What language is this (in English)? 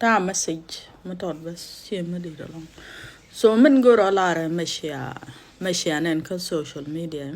Nuer